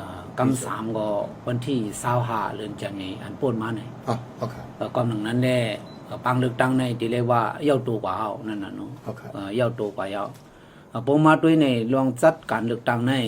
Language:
Shan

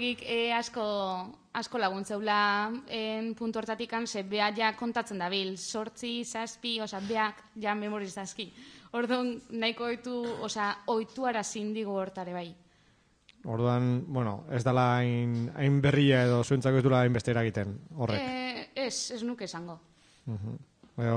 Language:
Basque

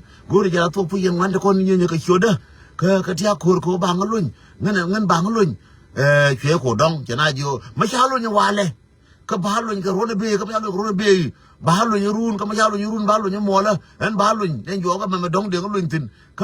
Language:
Nuer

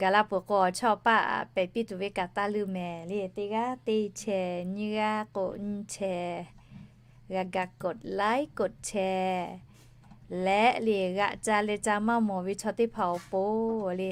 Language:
Lahu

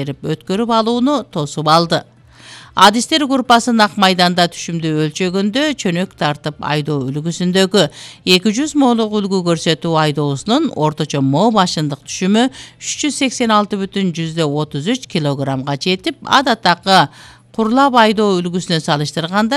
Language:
Kyrgyz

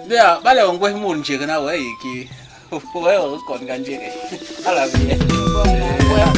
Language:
Basaa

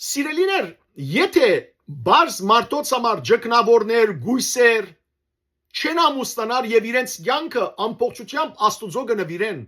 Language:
Western Armenian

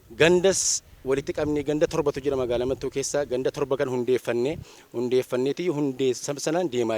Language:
Oromo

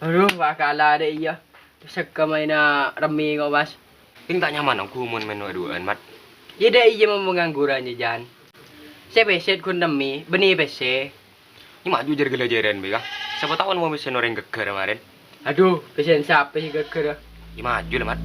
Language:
Madurese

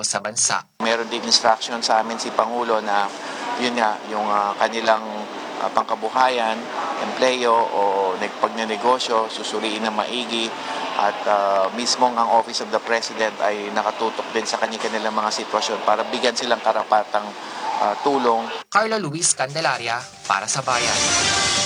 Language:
Filipino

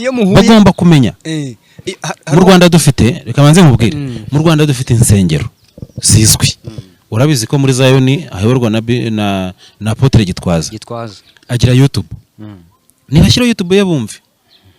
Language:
Kinyarwanda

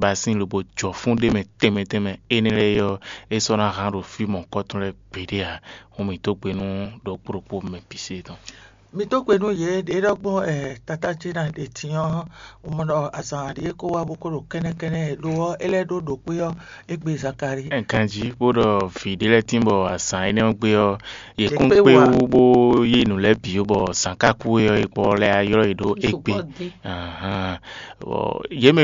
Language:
Fon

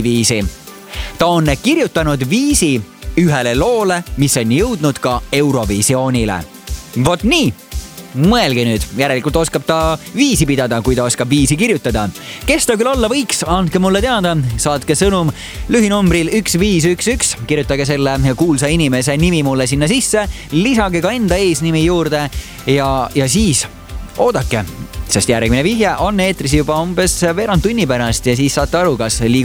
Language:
Estonian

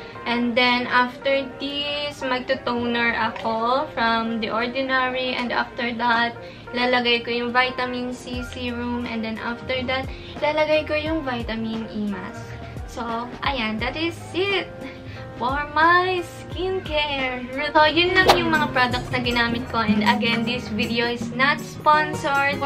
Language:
Filipino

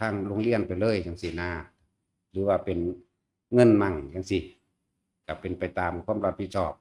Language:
Northeastern Thai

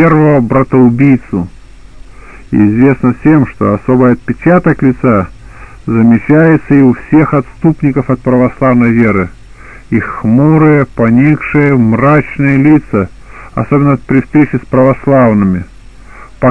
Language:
Russian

